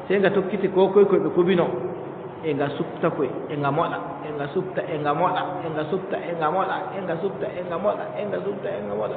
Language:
Adamawa Fulfulde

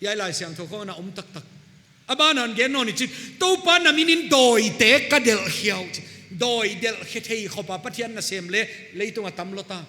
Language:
Paite Chin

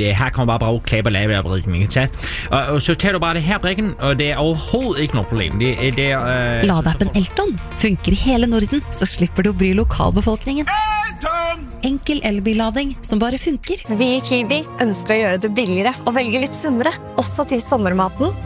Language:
Norwegian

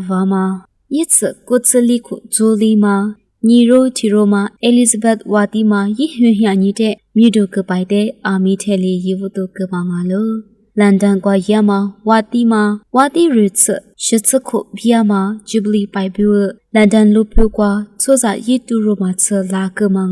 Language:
Lisu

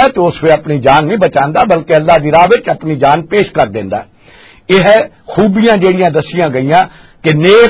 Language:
Western Panjabi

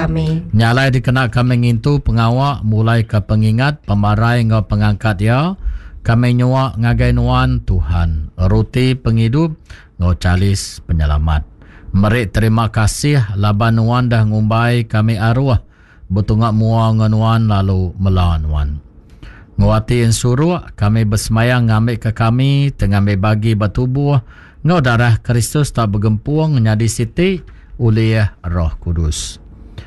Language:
Iban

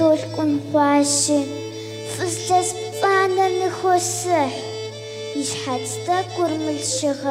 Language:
Kabardian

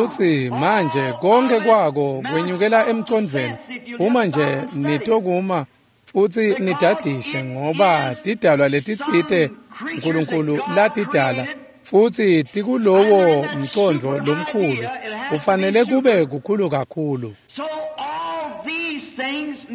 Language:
Swati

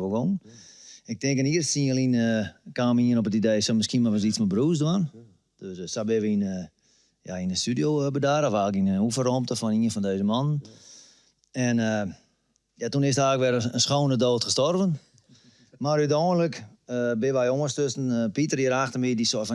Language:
Western Frisian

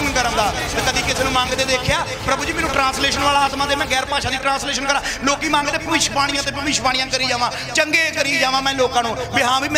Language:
Punjabi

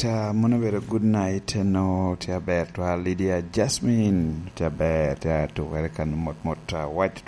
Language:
Lango (Uganda)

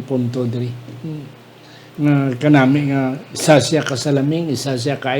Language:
Hiligaynon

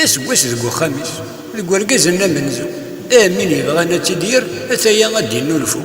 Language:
Kabyle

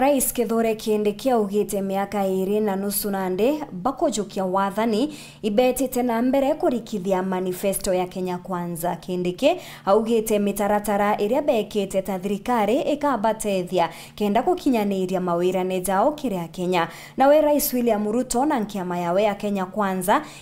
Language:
Meru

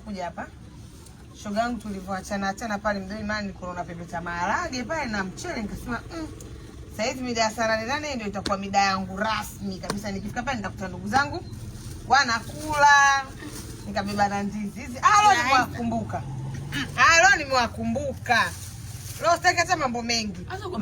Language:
Swahili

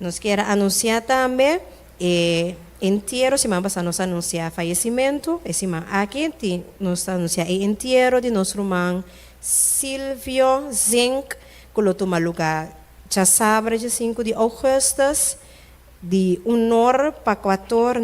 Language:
Papiamento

